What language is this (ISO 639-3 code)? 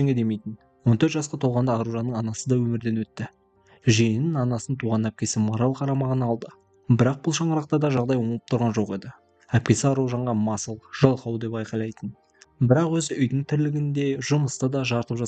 kaz